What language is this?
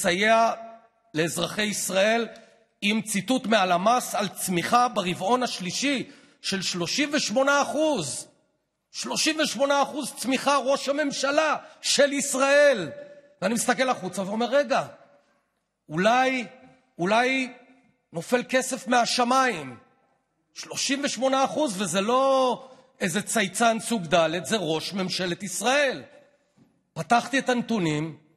Hebrew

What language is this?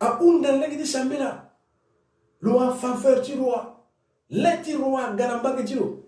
Sango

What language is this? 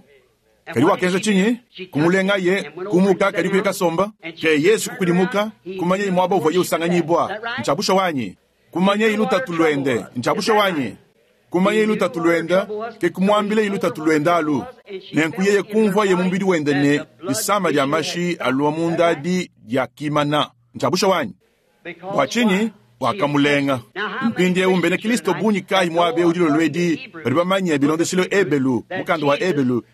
Luba-Lulua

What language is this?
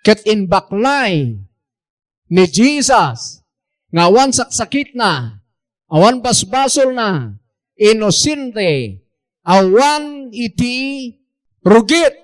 Iloko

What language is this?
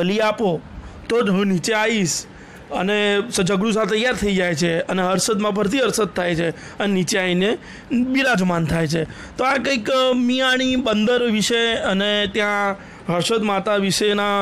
Gujarati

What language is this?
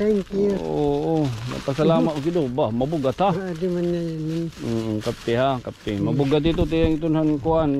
Waray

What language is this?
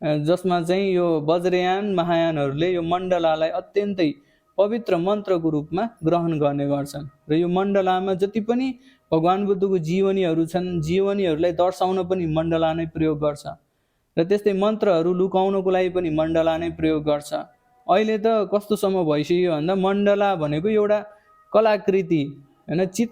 Nepali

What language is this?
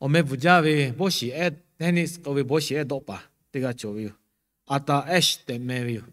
Lahu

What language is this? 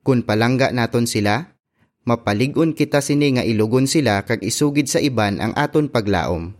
Hiligaynon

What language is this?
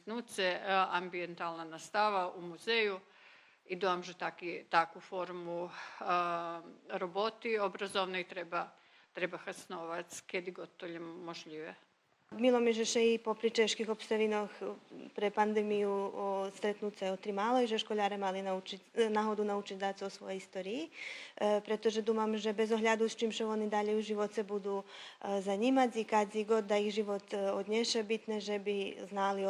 Rusyn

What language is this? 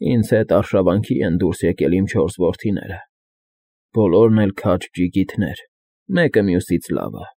Armenian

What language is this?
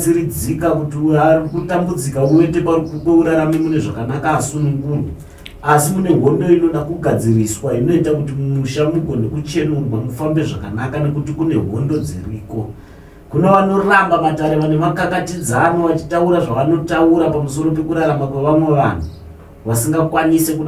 Shona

